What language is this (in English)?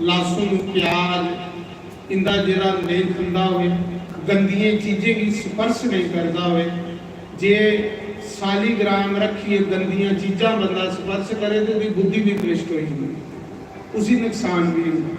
Dogri